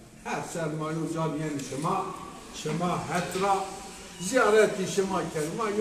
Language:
Zaza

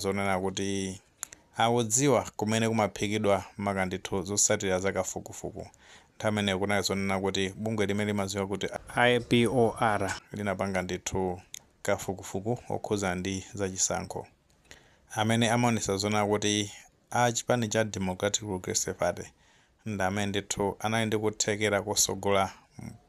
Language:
Nyanja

